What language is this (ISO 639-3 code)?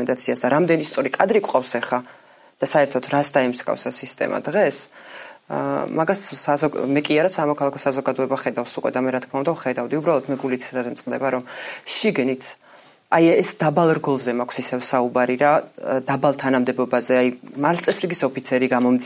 kat